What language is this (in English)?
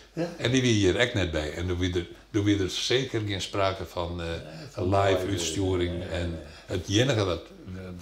Western Frisian